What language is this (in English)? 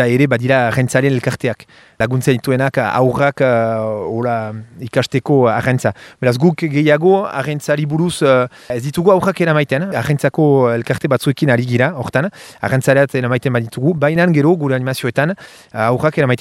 Basque